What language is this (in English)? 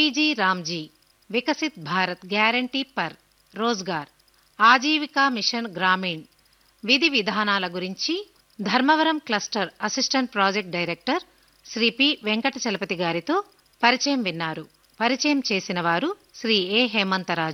Telugu